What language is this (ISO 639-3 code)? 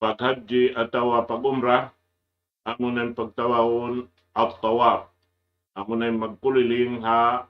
tsg